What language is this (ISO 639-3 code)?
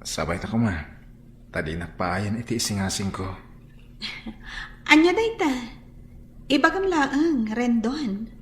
ilo